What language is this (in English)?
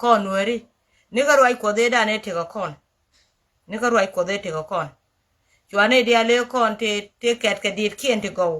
Nuer